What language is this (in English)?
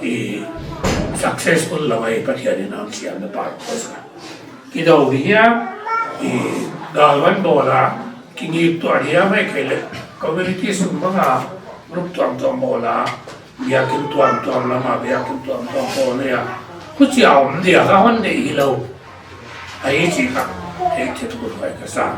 Paite Chin